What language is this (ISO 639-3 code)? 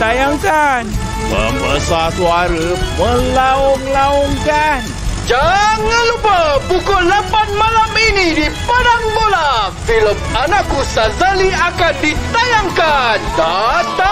msa